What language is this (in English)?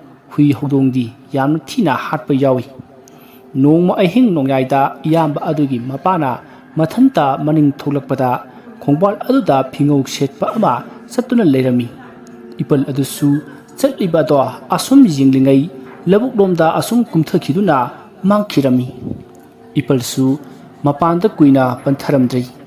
Manipuri